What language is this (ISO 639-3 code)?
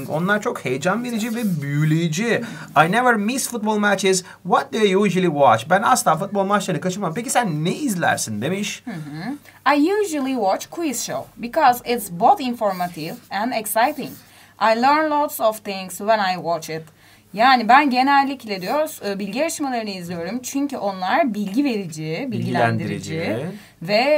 tur